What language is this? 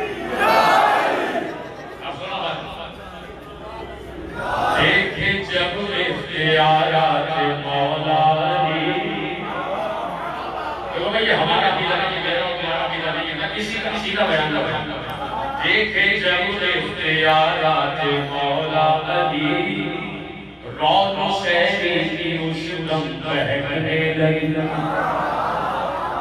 Urdu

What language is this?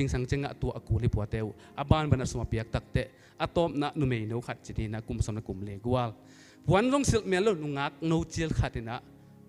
Tedim Chin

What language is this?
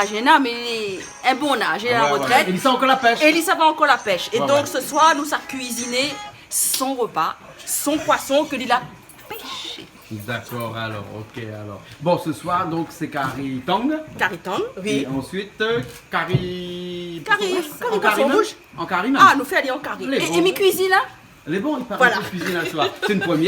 Réunion Creole French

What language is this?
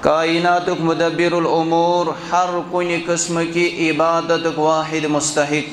Kashmiri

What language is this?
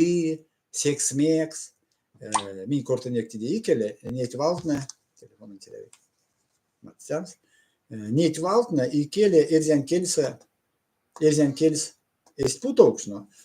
Erzya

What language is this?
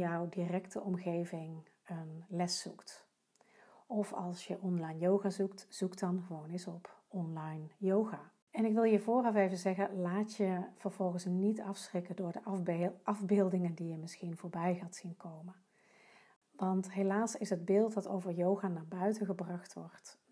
Dutch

